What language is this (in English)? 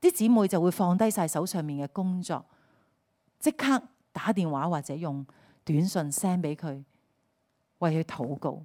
Cantonese